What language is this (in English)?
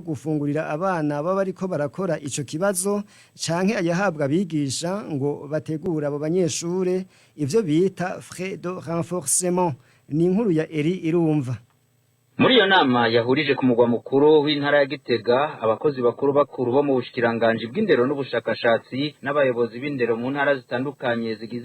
Rundi